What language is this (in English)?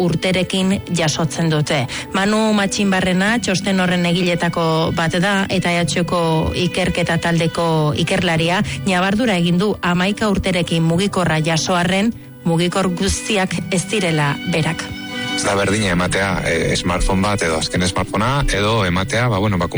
Basque